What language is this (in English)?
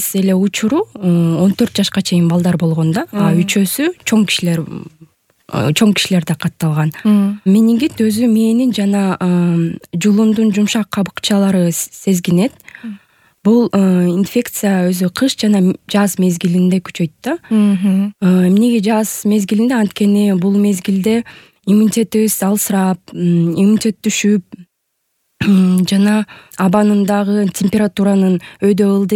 Kyrgyz